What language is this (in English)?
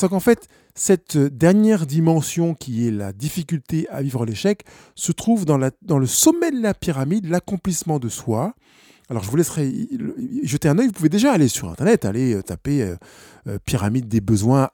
French